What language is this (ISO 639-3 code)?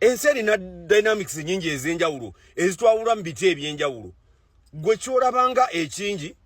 lug